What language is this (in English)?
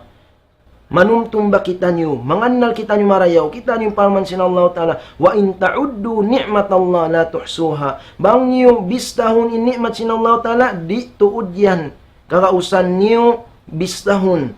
Tausug